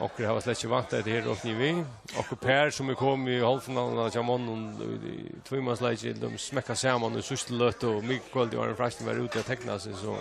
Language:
Faroese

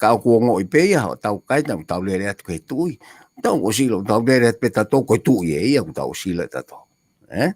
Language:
Tongan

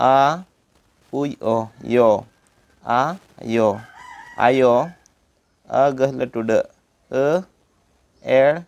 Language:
Santali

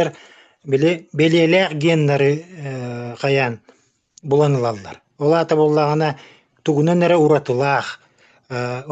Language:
Yakut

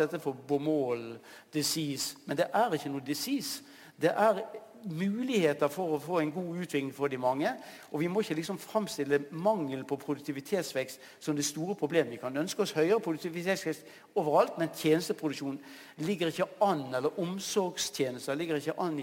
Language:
Norwegian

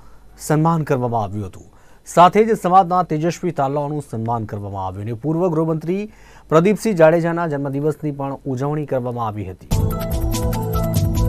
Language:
Gujarati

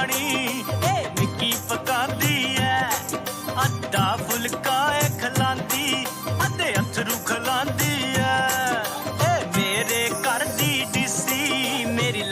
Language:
Dogri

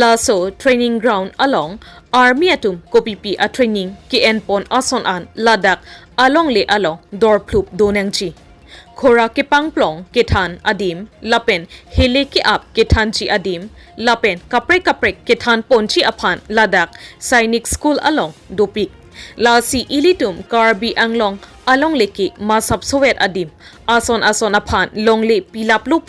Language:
Karbi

